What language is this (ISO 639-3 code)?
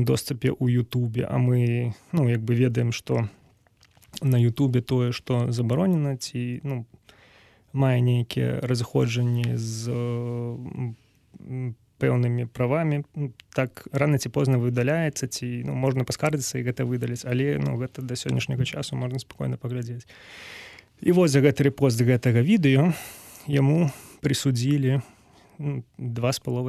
bel